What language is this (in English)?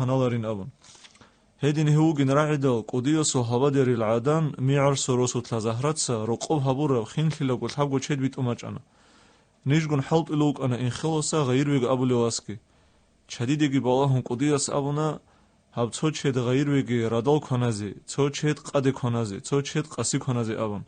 Avaric